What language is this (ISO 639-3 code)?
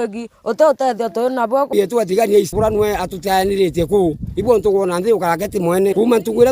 mer